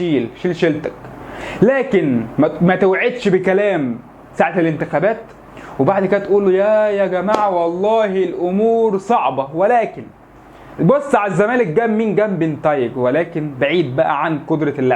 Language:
Egyptian Arabic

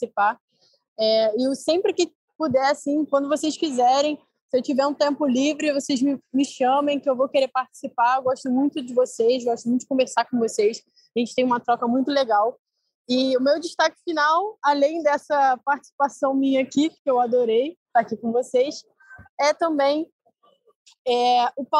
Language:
Portuguese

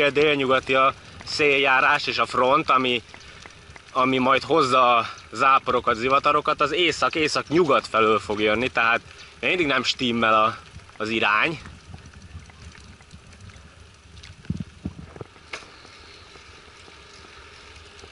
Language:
Hungarian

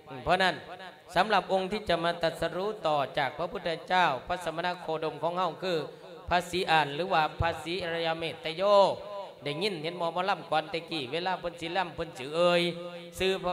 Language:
Lao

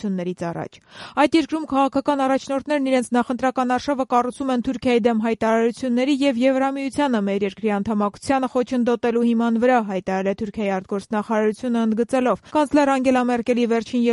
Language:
Armenian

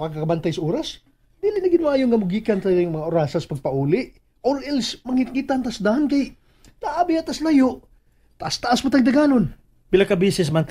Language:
Cebuano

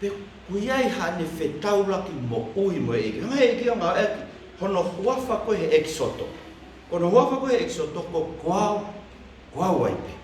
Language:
Tongan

